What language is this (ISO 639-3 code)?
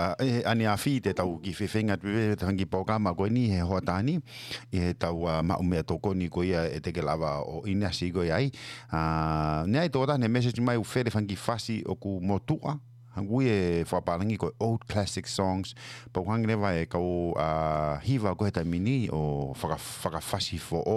ton